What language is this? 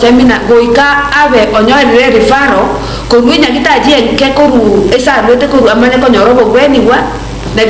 Gusii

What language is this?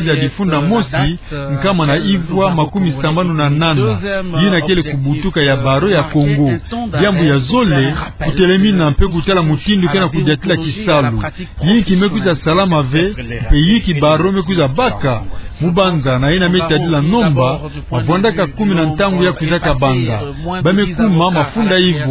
Kituba (Democratic Republic of Congo)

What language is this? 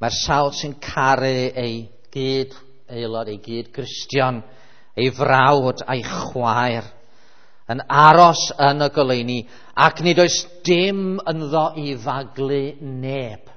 Welsh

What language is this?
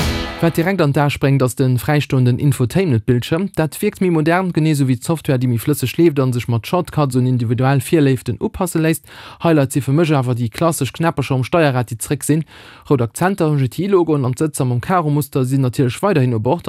Luxembourgish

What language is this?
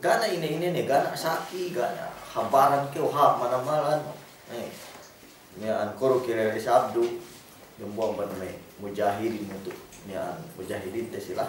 Yakan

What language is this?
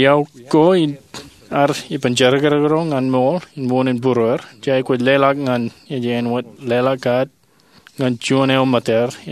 Marshallese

